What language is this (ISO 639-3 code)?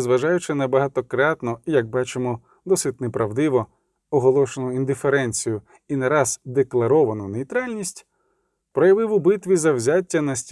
ukr